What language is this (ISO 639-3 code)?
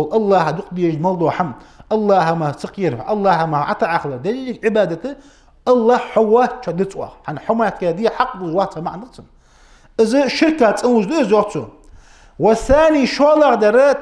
inh